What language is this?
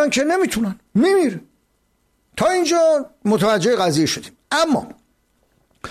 Persian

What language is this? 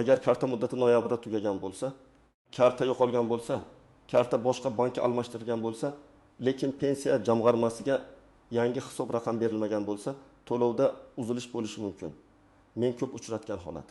Uzbek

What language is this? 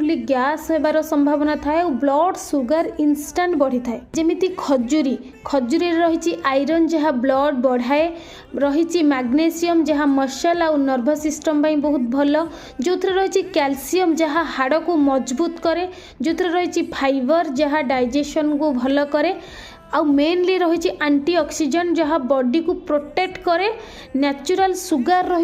Odia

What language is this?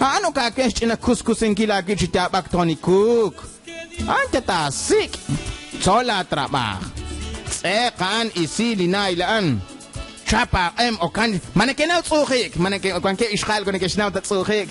Kekchí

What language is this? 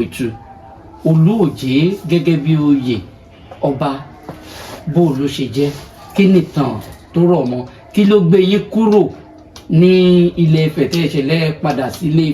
Yoruba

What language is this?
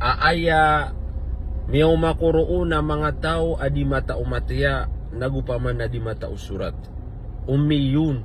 Maranao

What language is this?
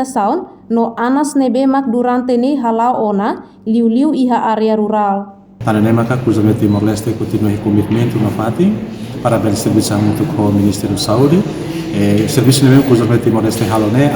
Tetum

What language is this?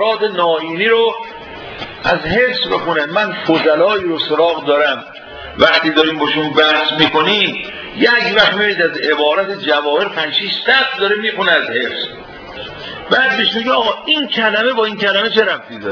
Persian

